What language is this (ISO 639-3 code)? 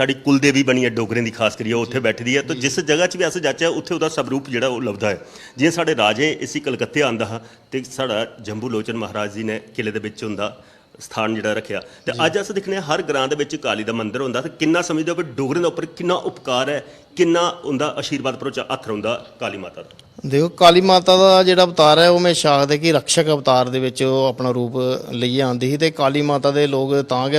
doi